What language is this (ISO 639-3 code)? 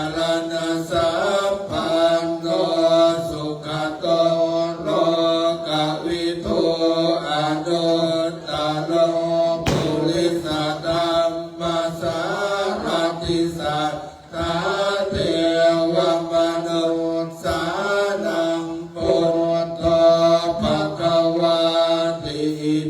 pli